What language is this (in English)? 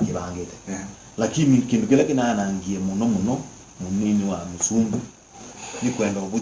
Kamba